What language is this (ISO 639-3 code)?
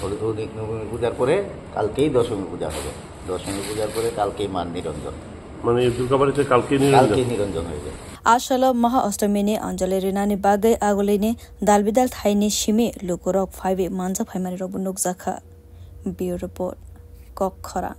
trp